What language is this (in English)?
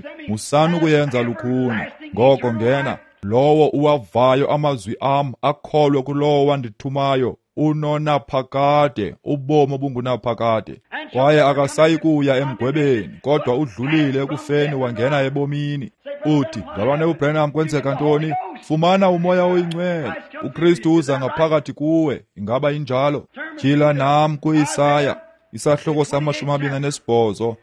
Xhosa